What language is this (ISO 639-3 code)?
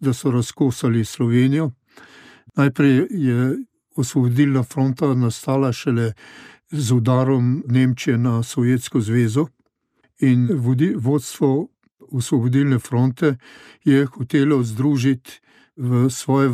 slv